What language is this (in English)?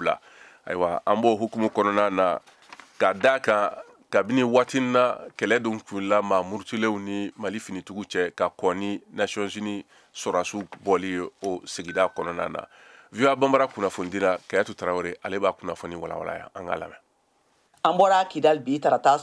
Bambara